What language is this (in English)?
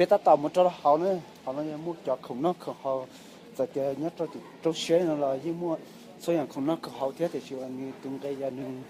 Hmong